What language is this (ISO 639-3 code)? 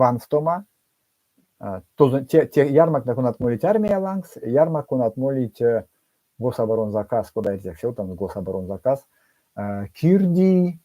myv